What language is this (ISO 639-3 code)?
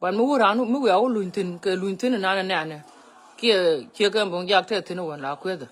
nus